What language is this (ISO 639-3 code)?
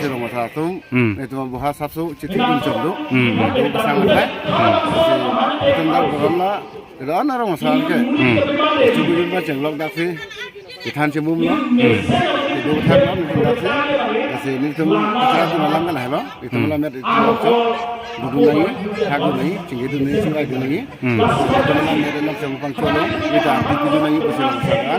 mjw